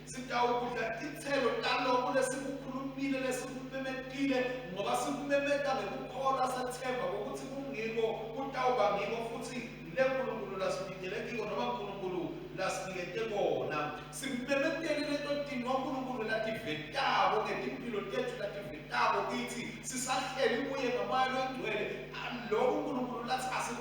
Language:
Swati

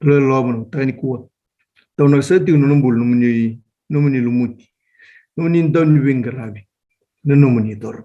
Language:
Fijian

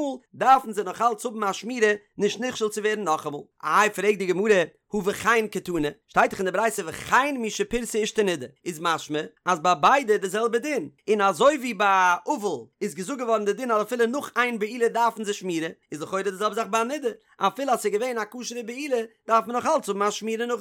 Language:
Yiddish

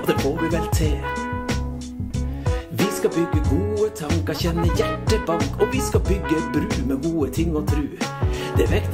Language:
Norwegian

